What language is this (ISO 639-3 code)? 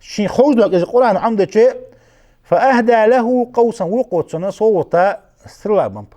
inh